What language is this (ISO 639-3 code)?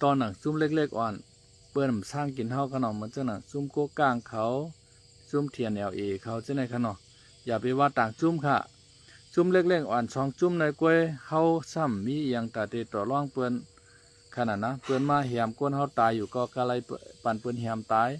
shn